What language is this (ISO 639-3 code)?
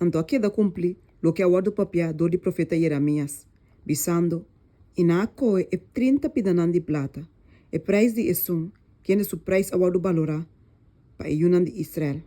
pap